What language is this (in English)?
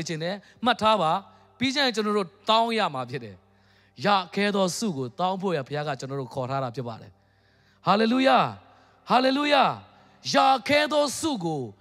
Burmese